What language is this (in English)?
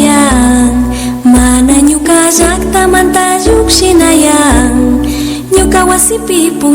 Imbabura Highland Quichua